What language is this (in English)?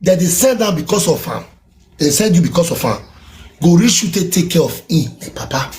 Nigerian Pidgin